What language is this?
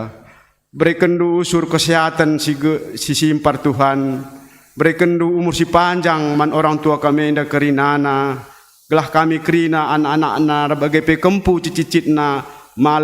Batak Karo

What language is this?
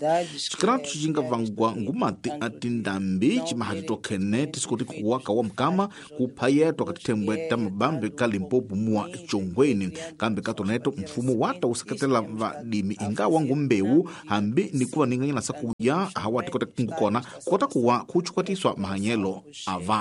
Tsonga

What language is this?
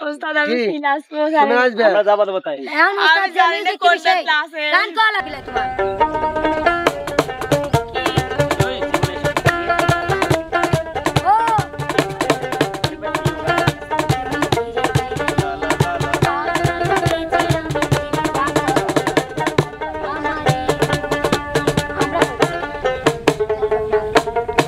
Bangla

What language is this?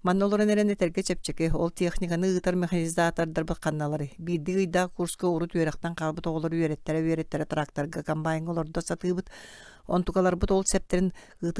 Yakut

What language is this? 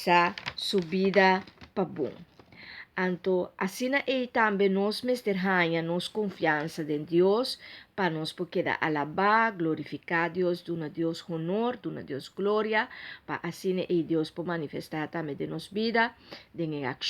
Papiamento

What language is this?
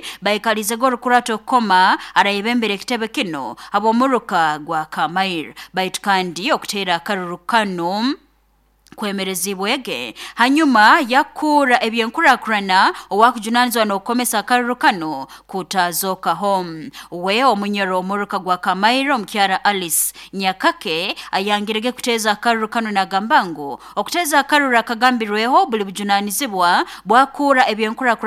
Nyoro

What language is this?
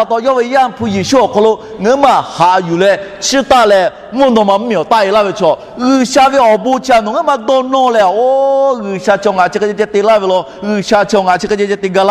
Lahu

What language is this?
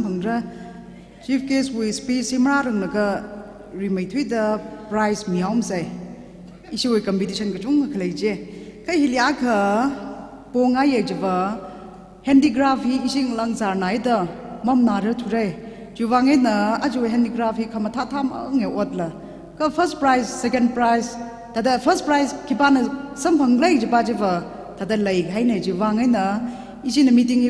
Tangkhul Naga (India)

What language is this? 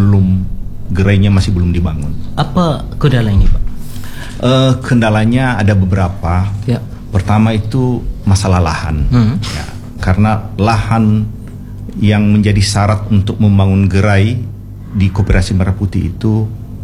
Indonesian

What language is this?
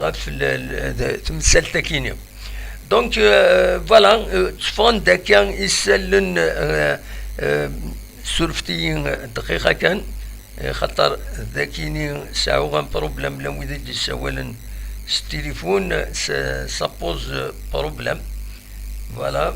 Kabyle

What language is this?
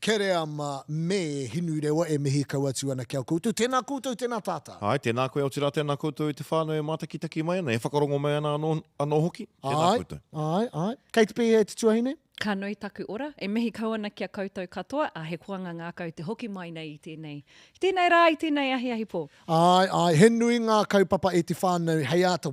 Māori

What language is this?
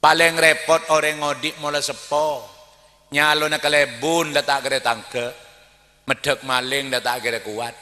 Madurese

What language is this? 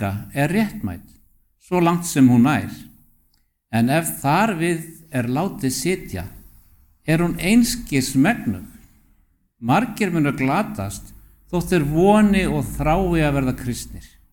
Icelandic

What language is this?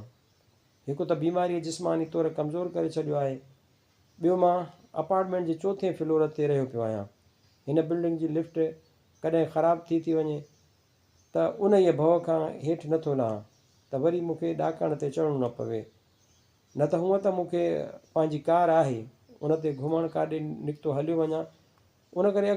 Sindhi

